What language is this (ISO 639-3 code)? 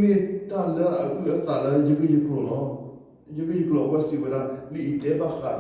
ksw